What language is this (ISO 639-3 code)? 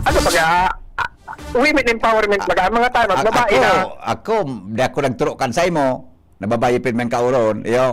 bik